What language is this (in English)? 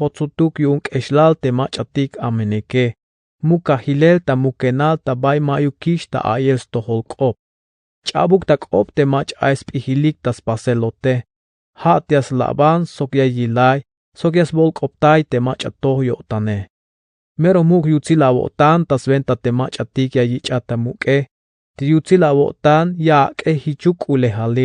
Tzeltal